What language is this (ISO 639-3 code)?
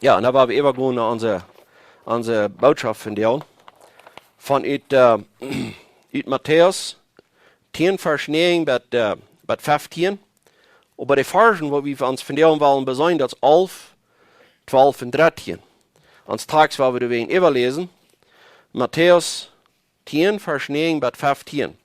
pdt